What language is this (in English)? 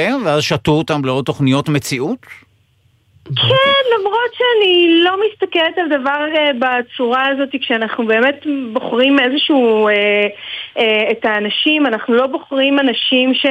Hebrew